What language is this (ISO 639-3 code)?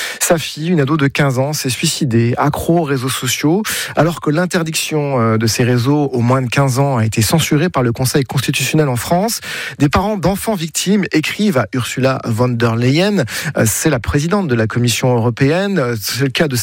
fra